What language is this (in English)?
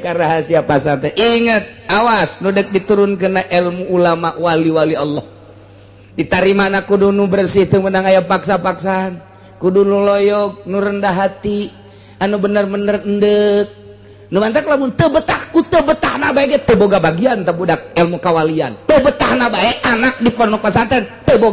Sundanese